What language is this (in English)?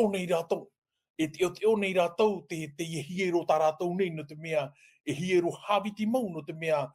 Tahitian